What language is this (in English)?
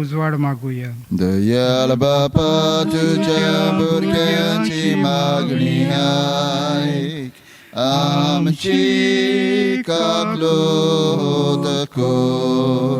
Konkani